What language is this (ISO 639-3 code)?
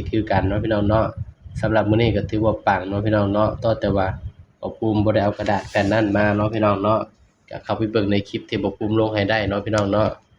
tts